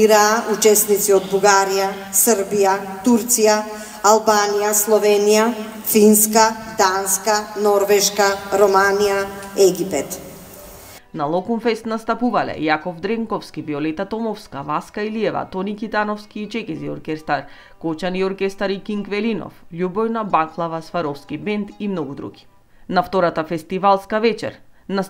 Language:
Macedonian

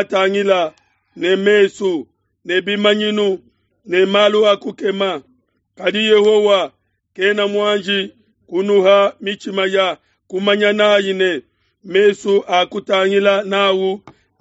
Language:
Luba-Lulua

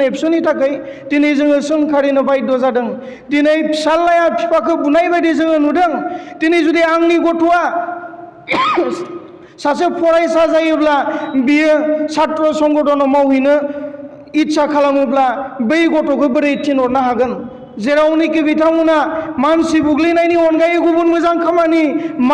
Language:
Bodo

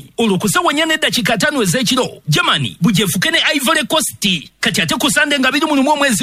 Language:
Ganda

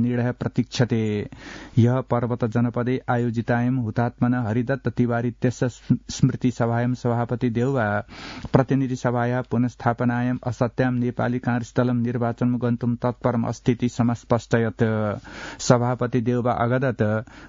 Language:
Sanskrit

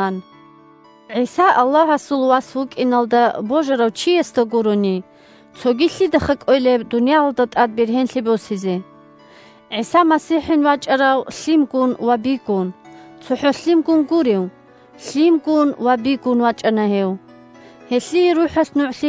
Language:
Avaric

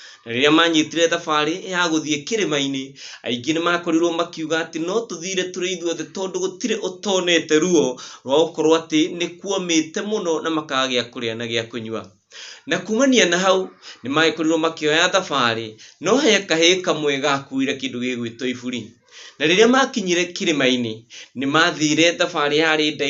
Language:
Kikuyu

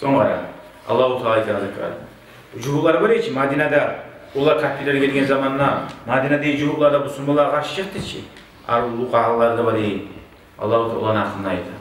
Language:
Kumyk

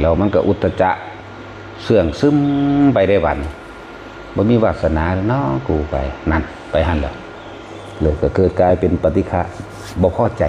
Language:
Northeastern Thai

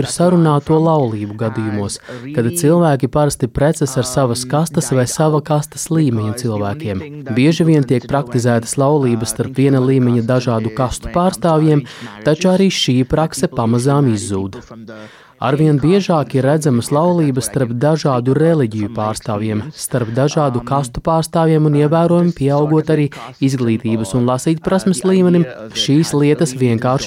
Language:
Latvian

